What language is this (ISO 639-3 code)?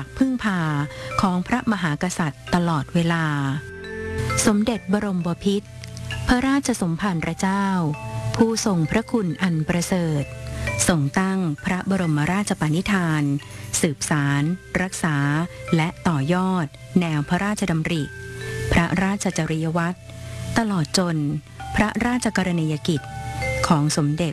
tha